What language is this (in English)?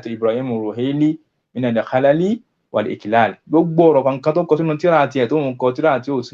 Yoruba